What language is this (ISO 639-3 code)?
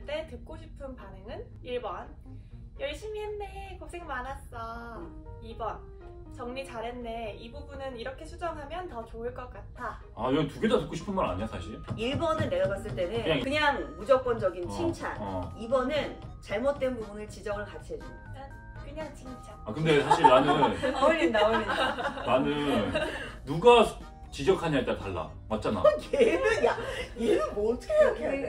kor